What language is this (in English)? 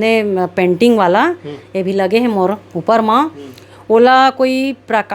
Chhattisgarhi